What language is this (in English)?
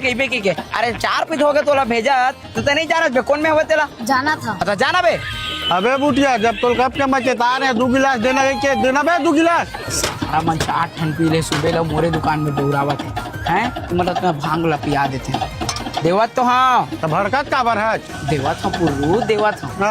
Chhattisgarhi